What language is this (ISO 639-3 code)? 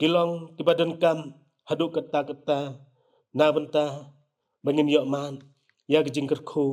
kha